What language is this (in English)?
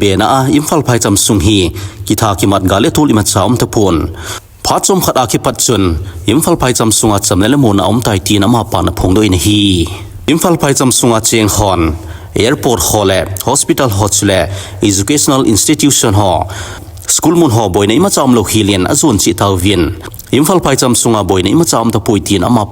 Thado Chin